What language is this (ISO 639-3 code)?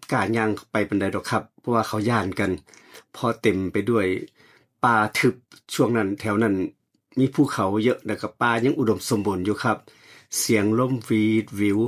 tts